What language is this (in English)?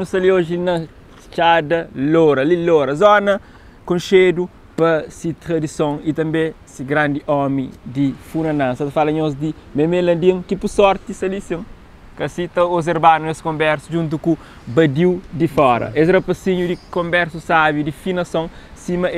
Kabuverdianu